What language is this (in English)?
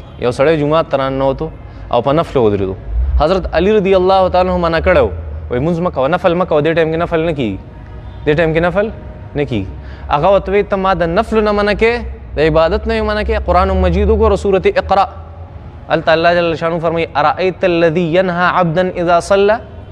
Pashto